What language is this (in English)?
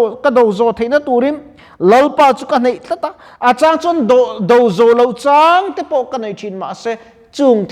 Mizo